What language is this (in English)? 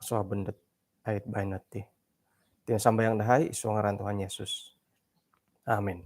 Central Dusun